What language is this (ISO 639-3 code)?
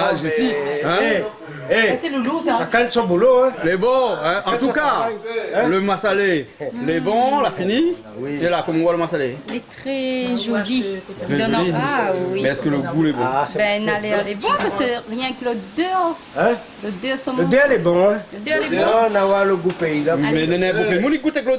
rcf